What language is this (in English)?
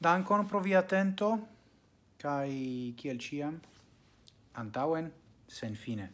Esperanto